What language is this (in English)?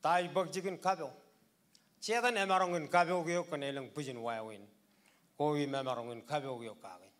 Marshallese